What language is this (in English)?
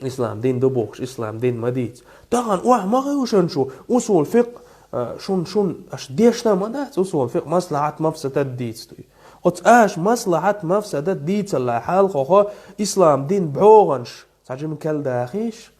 Chechen